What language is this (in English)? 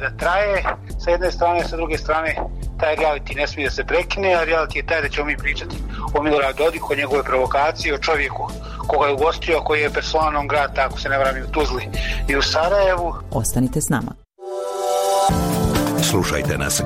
Bosnian